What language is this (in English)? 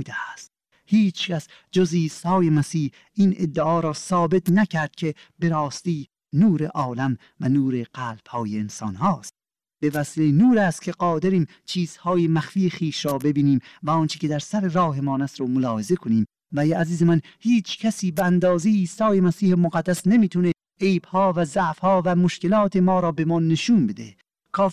Persian